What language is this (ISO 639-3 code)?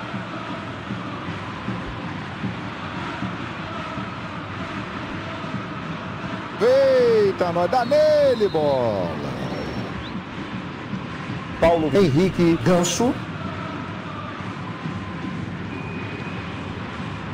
por